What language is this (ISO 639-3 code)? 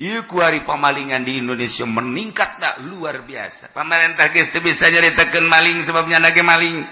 sun